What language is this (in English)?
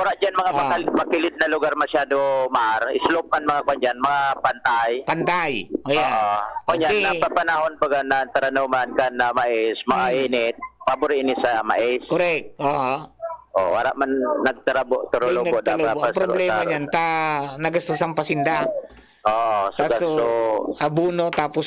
Bikol